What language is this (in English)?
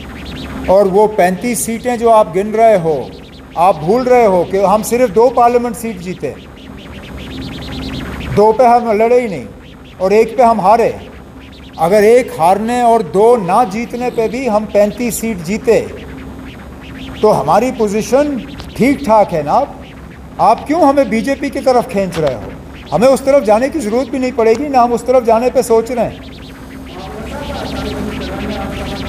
Hindi